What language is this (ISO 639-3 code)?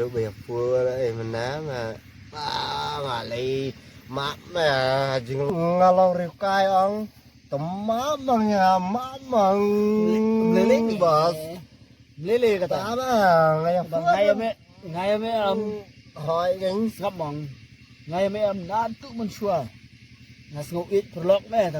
kha